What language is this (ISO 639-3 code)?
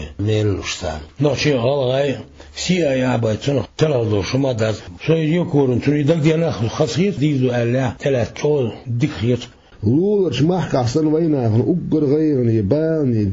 che